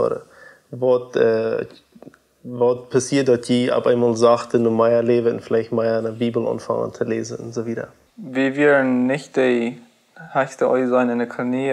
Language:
Plautdietsch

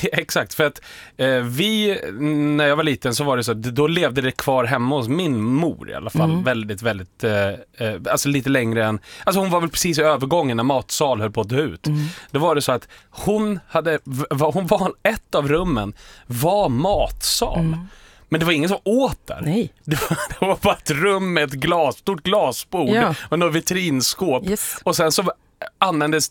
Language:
Swedish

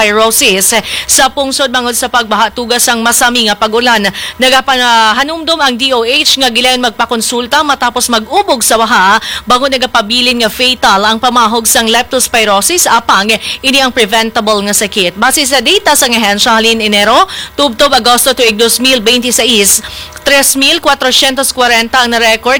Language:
Hiligaynon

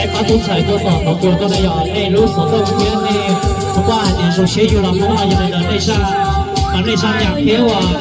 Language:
Hmong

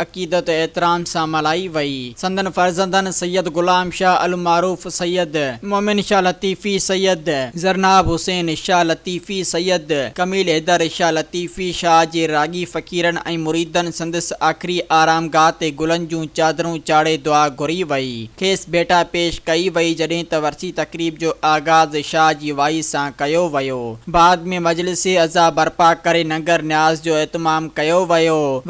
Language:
Sindhi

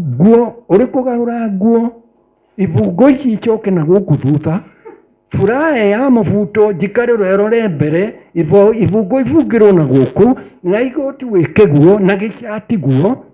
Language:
Kikuyu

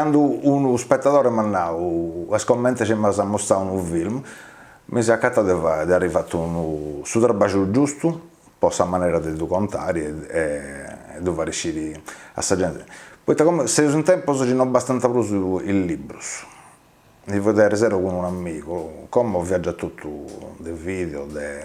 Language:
Sardinian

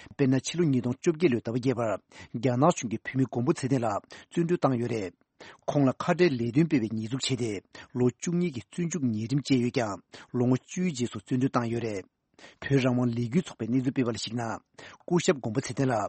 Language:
Tibetan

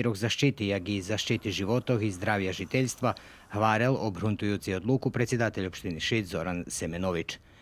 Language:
Rusyn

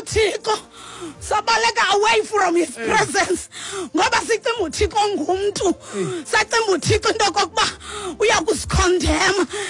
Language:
Xhosa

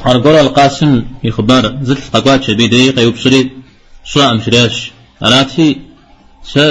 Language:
Kabardian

